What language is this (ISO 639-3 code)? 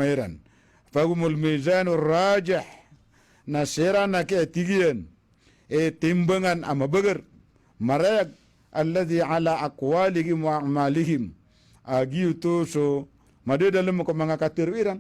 mrw